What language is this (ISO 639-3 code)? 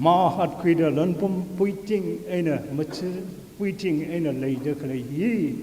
nmf